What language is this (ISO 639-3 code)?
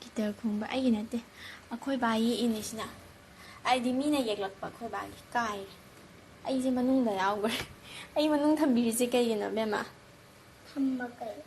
mni